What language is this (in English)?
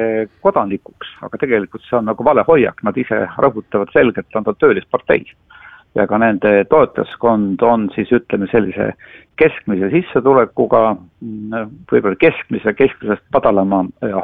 Estonian